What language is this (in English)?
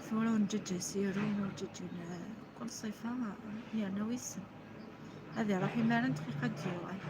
Kabyle